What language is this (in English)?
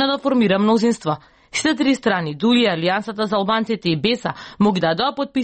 Macedonian